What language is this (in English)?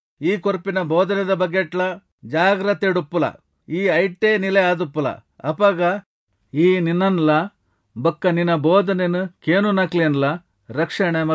Tulu